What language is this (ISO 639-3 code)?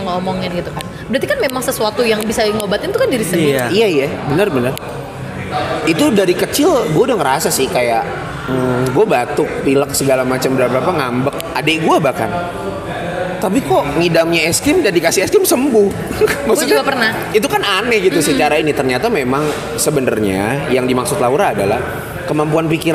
ind